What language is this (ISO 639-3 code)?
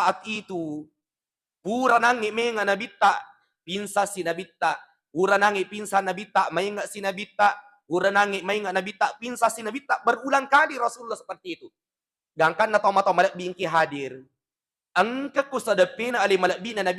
bug